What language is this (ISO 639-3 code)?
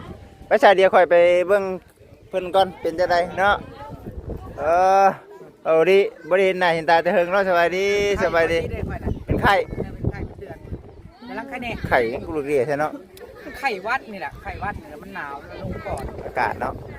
lao